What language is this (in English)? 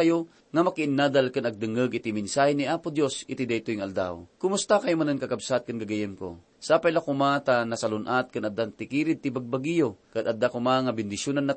Iloko